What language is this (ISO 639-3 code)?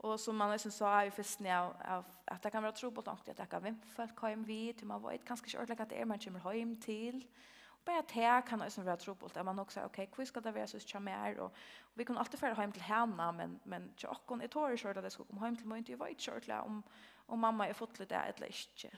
fao